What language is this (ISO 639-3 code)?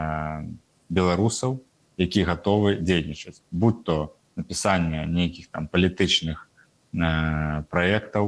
bel